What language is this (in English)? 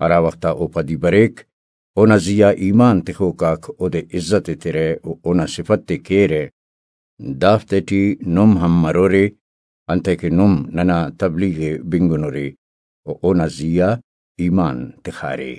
Brahui